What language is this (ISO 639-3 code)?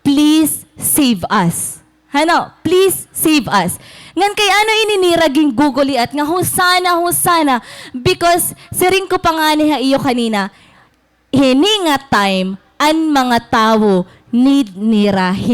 war